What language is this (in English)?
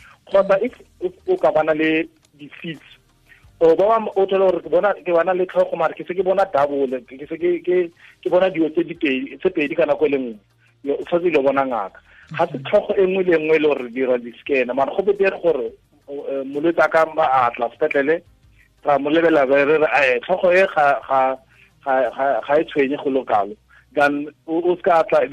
Tswana